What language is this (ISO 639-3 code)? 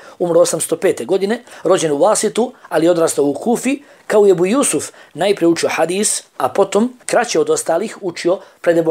bos